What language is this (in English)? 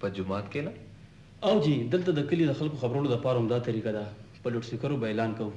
Pashto